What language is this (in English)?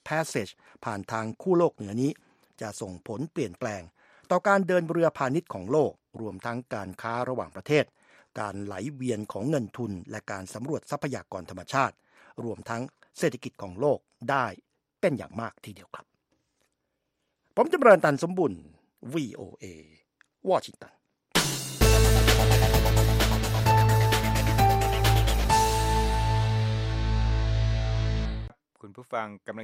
Thai